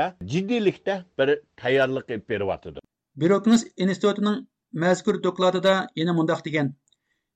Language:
Uyghur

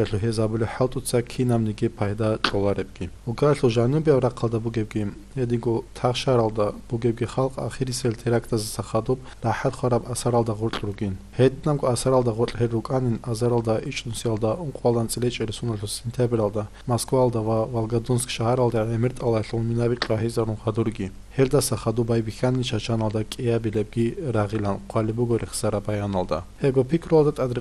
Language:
Avaric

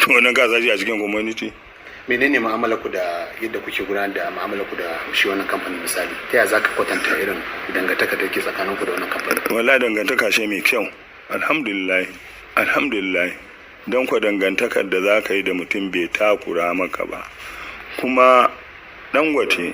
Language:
Hausa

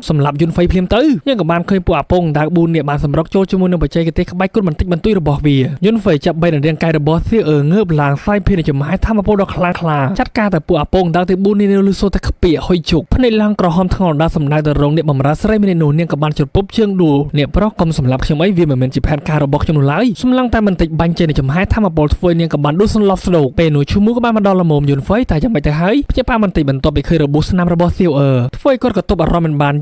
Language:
Khmer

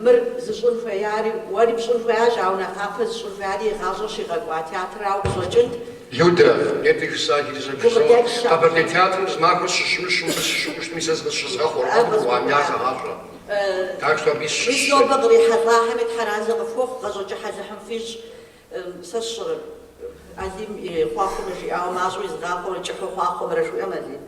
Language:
Kabardian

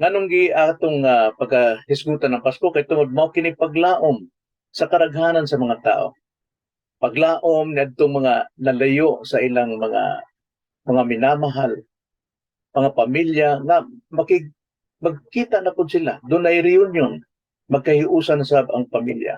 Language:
Cebuano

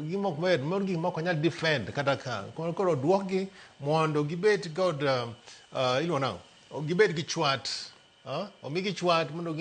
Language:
Luo (Kenya and Tanzania)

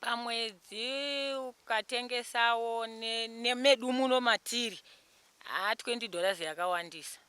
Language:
Shona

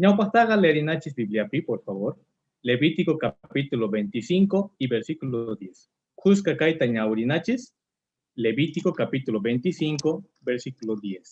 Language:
Quechua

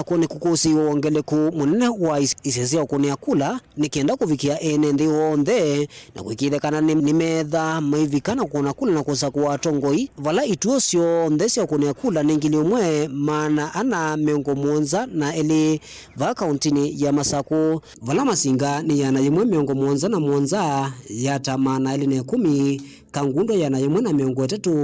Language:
Kamba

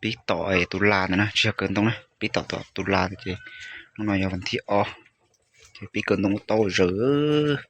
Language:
Hmong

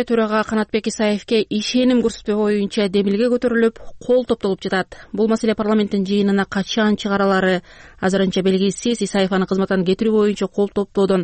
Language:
Kyrgyz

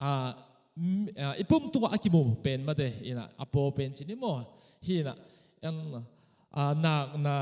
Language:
Tedim Chin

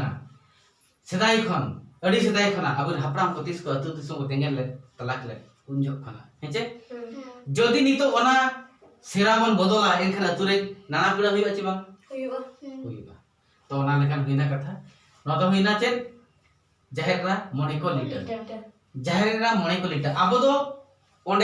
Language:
Santali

